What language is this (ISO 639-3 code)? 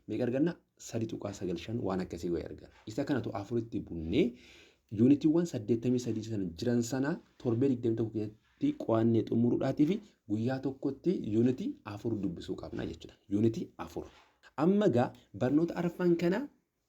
orm